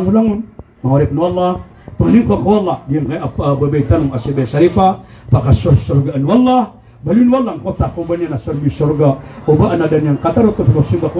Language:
Maranao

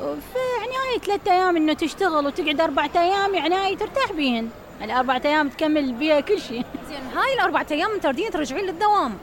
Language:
Mesopotamian Arabic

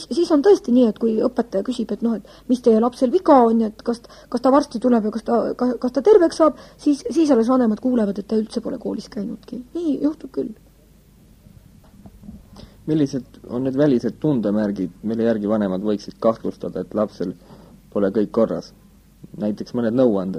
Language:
Estonian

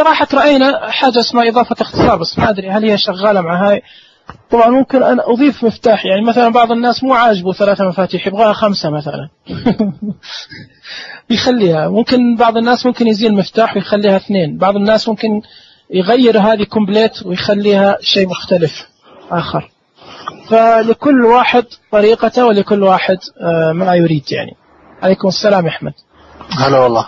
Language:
Najdi Arabic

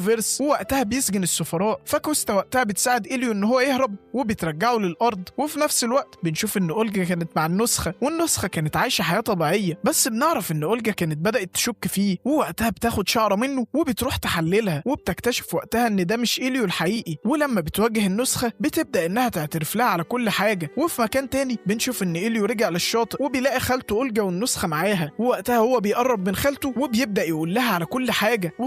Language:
Egyptian Arabic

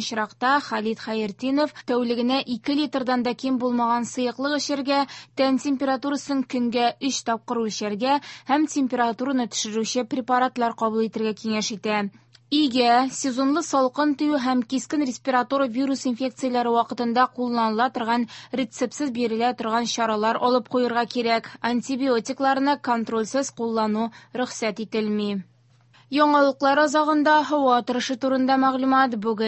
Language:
Tatar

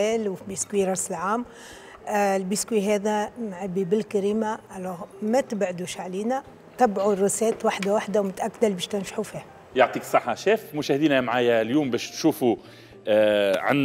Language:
Tunisian Arabic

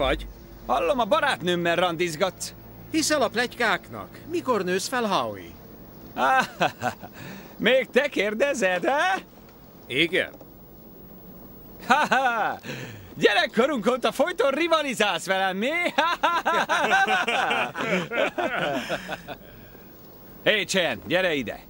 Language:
Hungarian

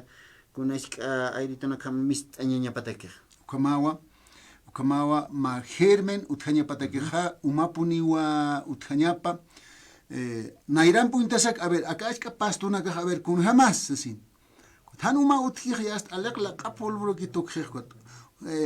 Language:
Aymara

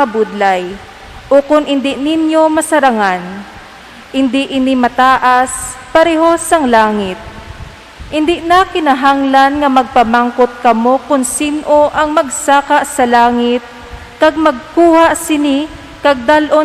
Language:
Hiligaynon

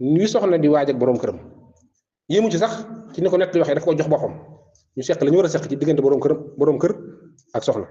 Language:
Wolof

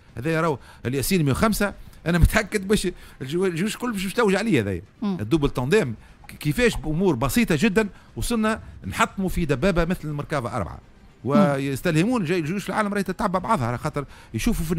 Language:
Tunisian Arabic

